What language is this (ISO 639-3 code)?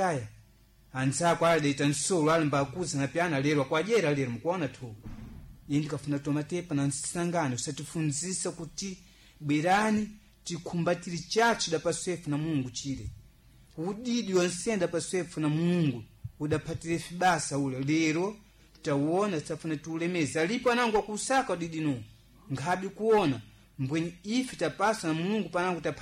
seh